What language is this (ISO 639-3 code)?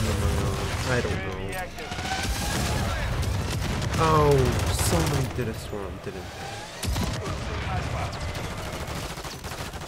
eng